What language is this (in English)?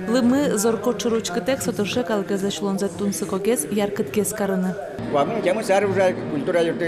Udmurt